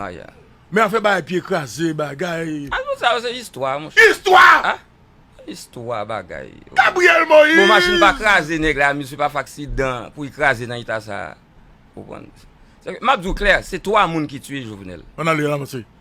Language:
Haitian Creole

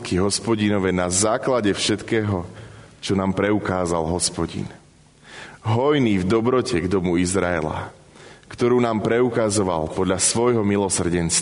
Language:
Slovak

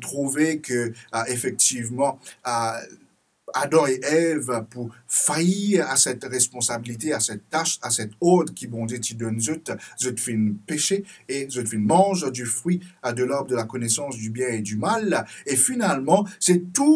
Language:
Morisyen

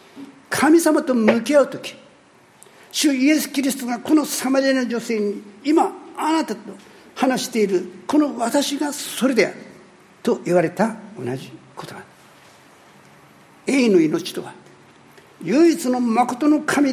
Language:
Japanese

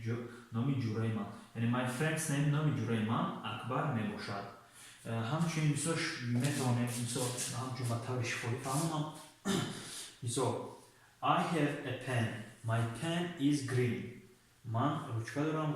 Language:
Tajik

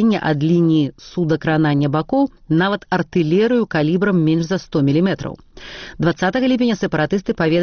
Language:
Belarusian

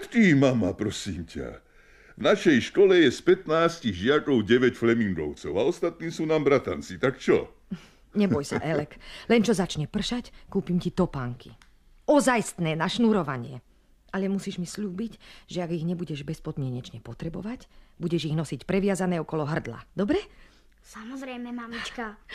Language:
Slovak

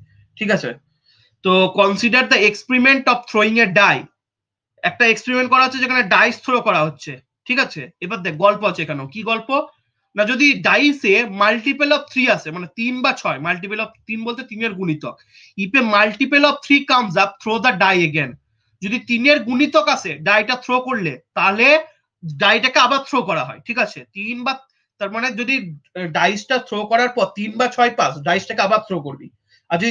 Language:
Bangla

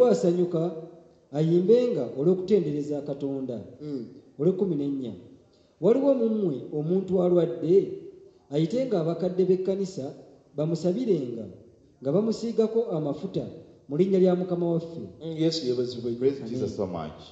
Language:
Ganda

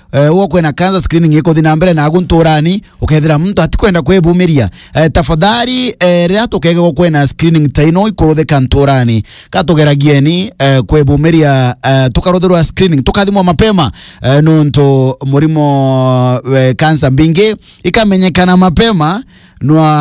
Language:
Meru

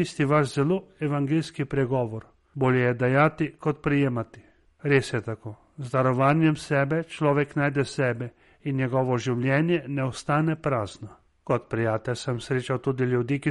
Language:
Slovenian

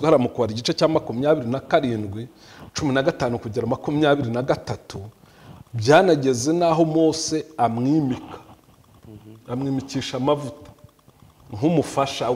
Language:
Kinyarwanda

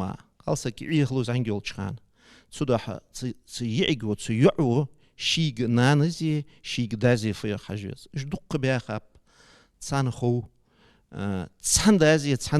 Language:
Ingush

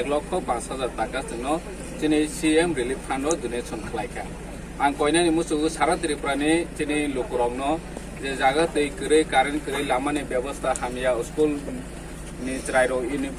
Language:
Riang (India)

